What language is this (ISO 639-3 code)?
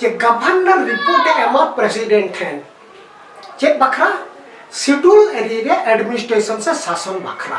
sat